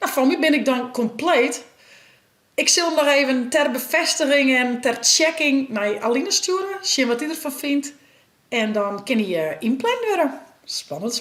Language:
Western Frisian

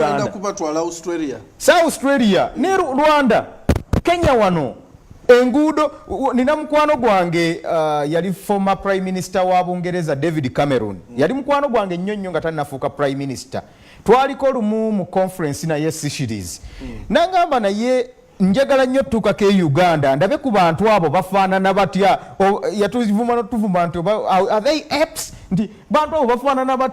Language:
Soga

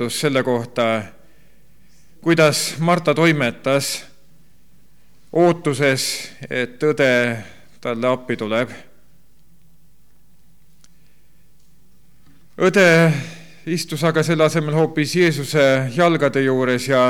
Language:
Estonian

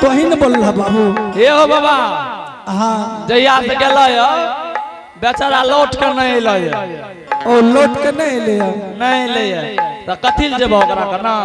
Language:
Angika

